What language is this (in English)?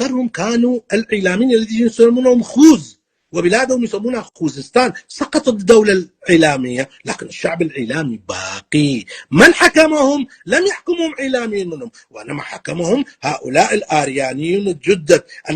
North Levantine Arabic